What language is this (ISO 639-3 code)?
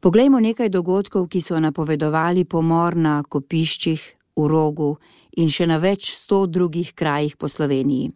slv